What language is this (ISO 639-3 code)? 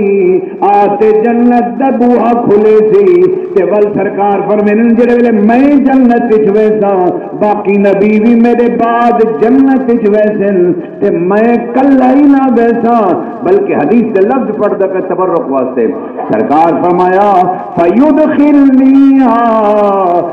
skr